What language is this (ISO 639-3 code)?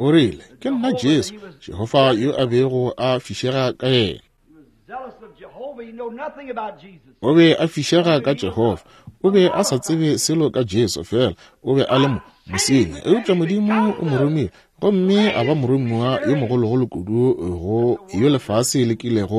nso